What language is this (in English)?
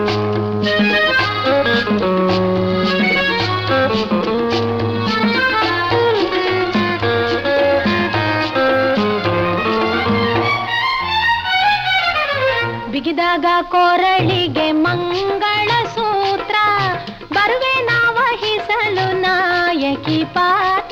Kannada